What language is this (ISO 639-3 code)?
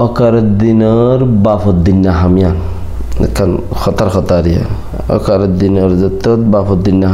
rhg